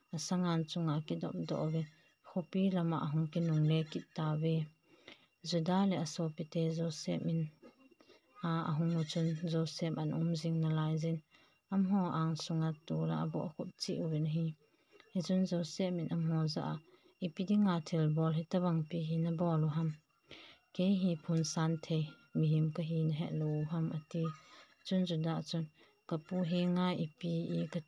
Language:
Thado Chin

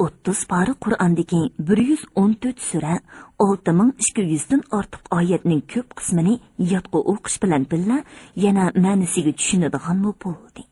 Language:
Uyghur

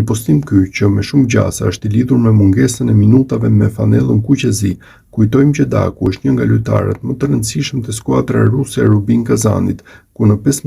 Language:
Albanian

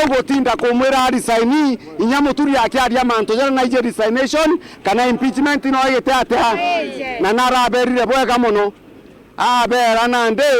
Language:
Meru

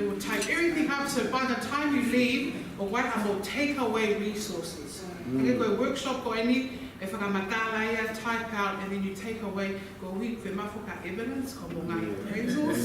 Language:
Tongan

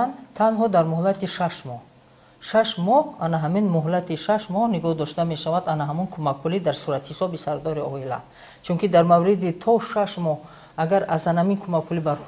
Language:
Tajik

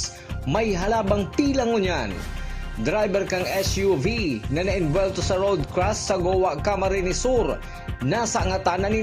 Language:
Bikol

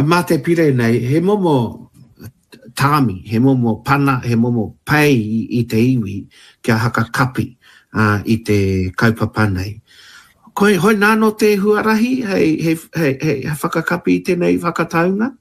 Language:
Māori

